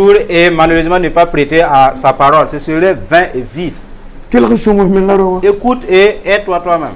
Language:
Mossi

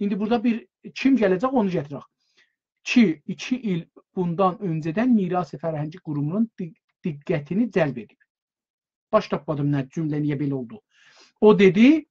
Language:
South Azerbaijani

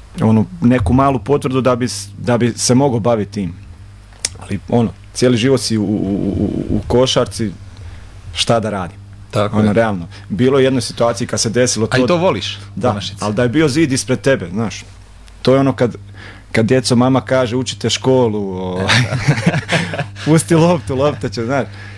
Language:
Croatian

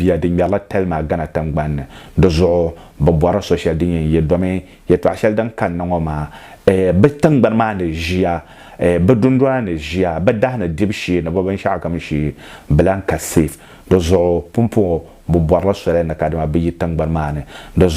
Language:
Dagbani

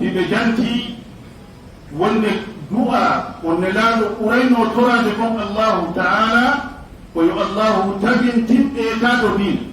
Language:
Fula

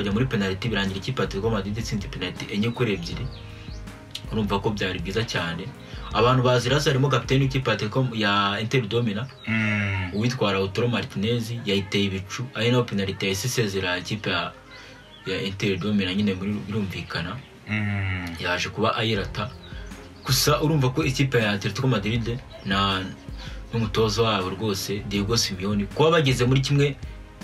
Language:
Kinyarwanda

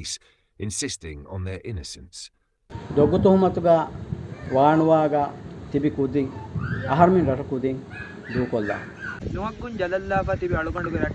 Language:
Divehi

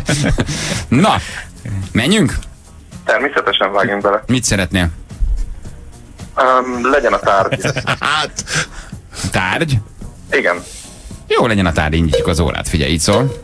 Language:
Hungarian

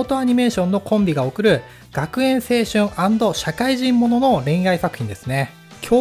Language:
Japanese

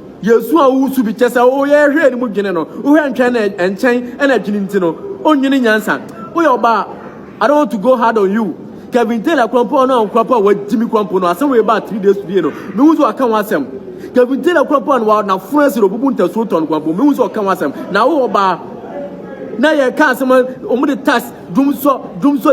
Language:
Akan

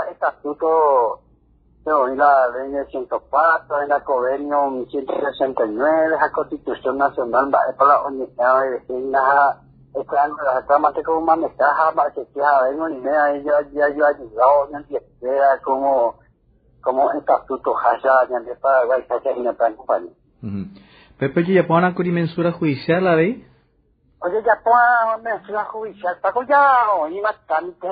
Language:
Guarani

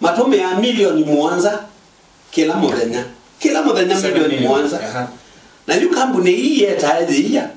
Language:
Kamba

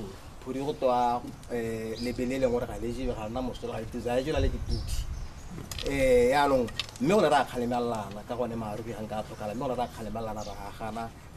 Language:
Tswana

